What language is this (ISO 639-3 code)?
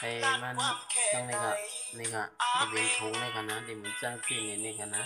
shn